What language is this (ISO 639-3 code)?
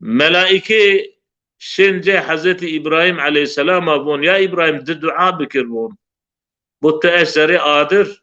zza